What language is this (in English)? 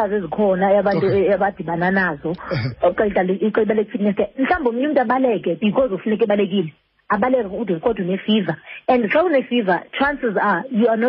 Xhosa